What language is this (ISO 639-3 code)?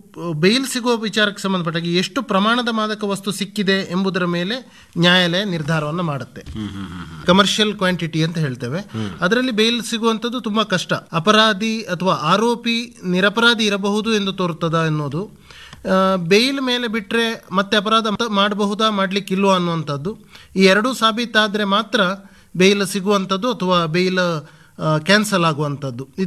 kan